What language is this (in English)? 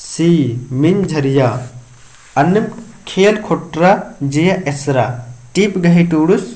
Kurukh